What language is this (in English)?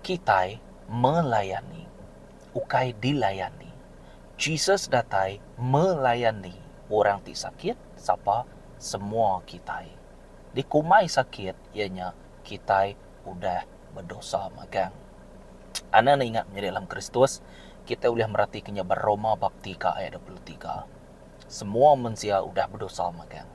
Iban